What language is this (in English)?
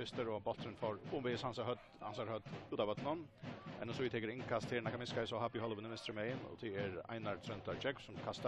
Faroese